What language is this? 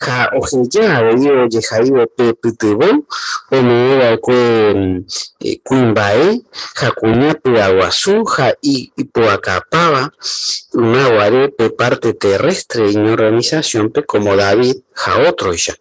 Guarani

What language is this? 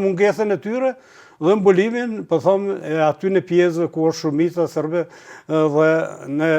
Albanian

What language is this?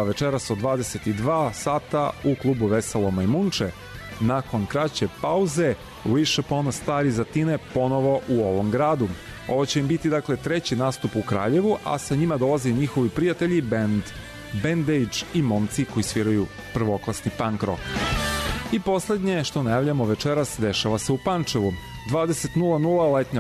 Serbian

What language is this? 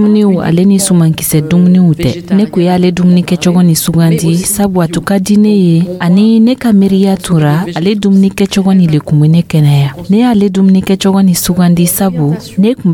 Dyula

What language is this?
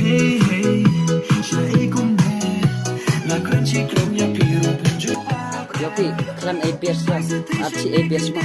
Khasi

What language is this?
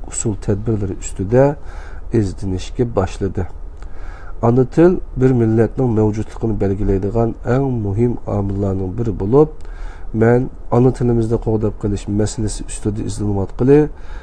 Uyghur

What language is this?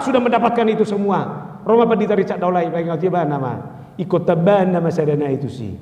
Batak Toba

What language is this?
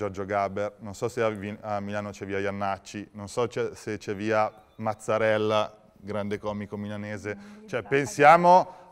Italian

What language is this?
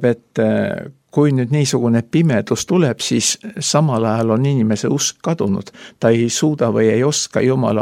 Estonian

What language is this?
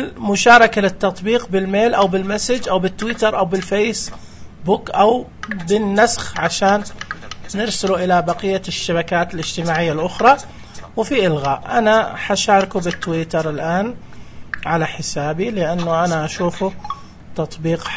Najdi Arabic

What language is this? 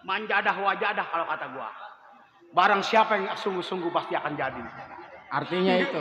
Betawi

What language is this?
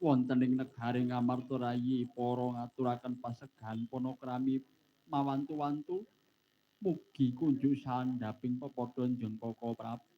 Javanese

